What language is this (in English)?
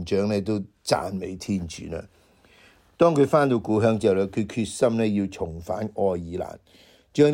Cantonese